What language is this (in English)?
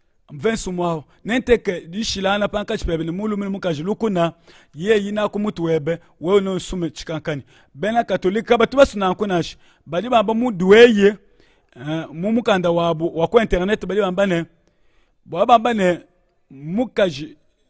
Luba-Lulua